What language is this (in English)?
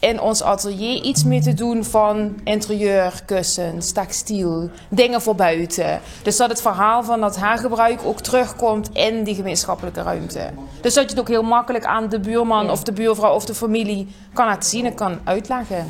Limburgish